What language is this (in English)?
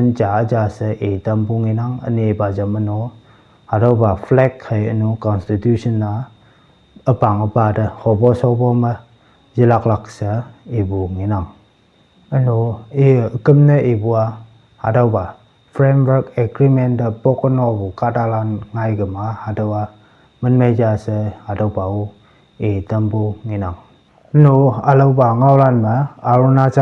Konyak Naga